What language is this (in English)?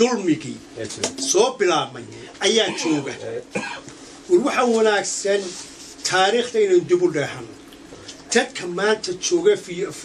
Somali